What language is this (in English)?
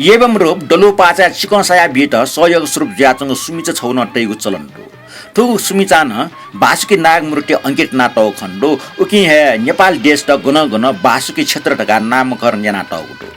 Newari